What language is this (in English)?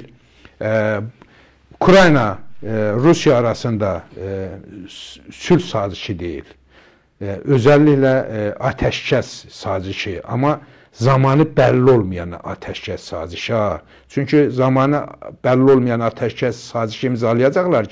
Azerbaijani